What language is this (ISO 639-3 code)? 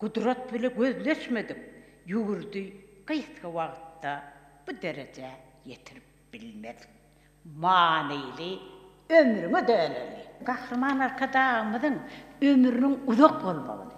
tuk